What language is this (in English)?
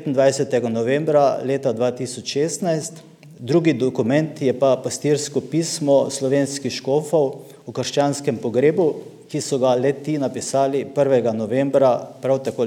Slovenian